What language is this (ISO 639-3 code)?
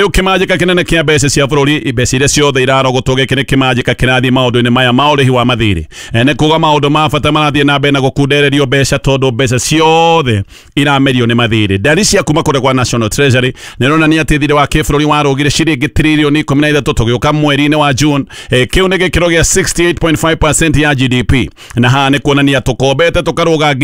kik